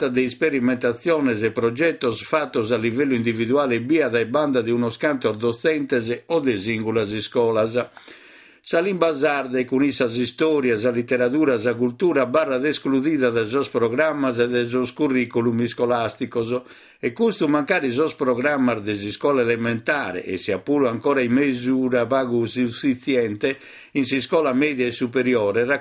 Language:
Sardinian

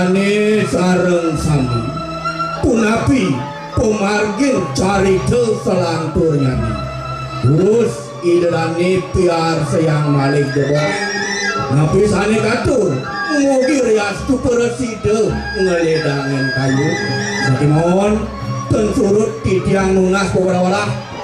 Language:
Balinese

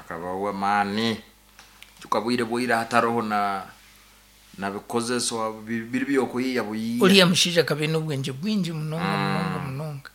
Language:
Nyankole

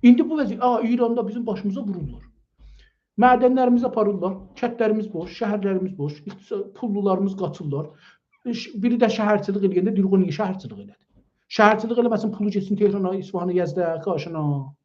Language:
South Azerbaijani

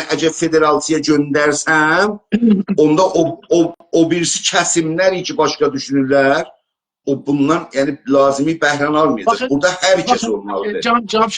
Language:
South Azerbaijani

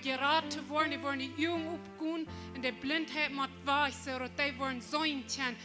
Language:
Plautdietsch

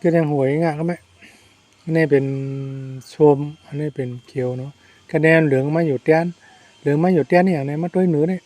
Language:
Shan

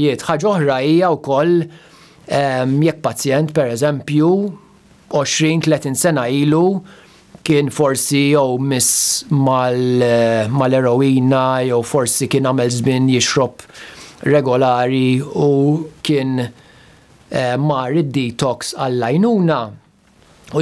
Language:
Maltese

